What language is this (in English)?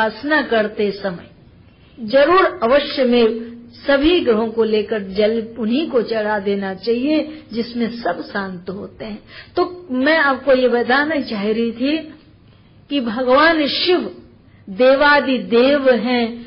Hindi